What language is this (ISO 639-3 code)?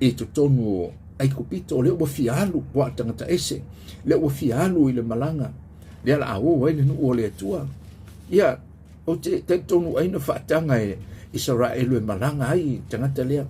smo